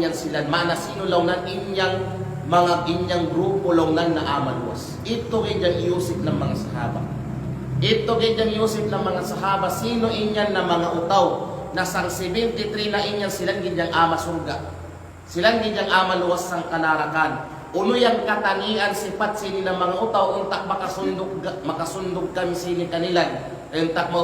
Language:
Kalagan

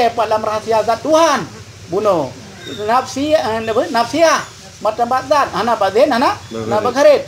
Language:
Achinese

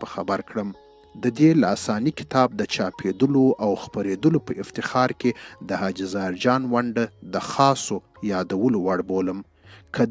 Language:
Pashto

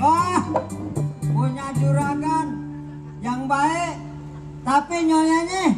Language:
Betawi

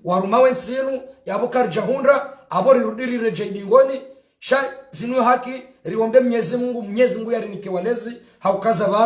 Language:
Ngazidja Comorian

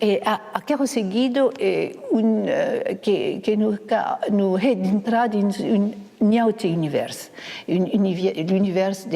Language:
Occitan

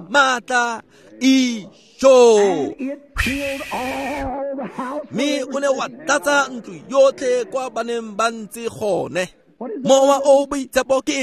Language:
Tswana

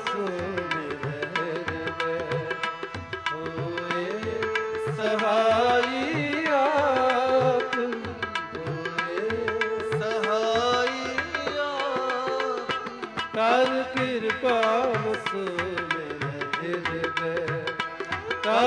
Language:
Punjabi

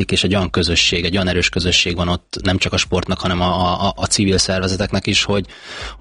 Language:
Hungarian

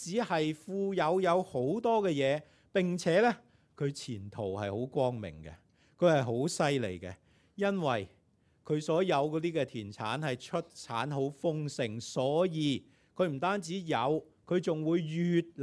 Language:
Cantonese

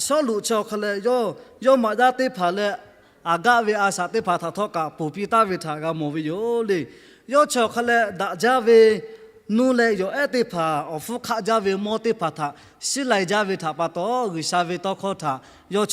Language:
Lahu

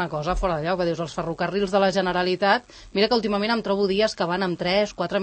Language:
Catalan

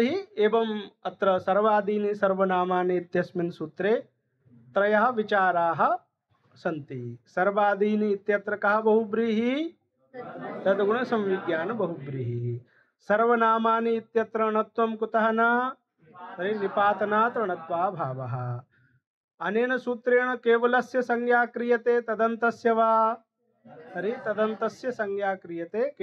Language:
Sanskrit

